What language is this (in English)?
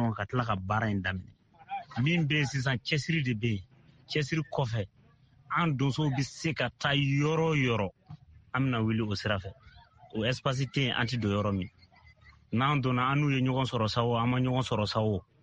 Bambara